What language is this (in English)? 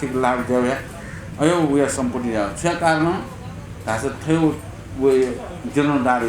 Newari